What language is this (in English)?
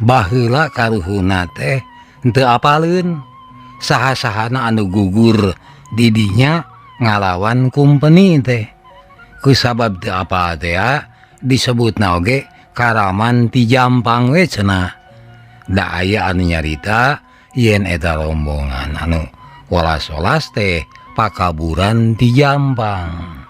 Sundanese